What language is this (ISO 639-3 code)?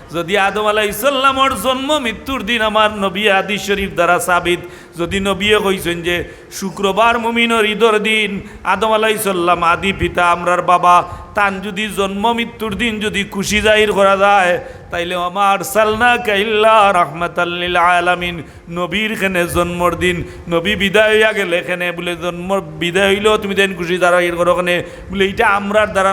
syl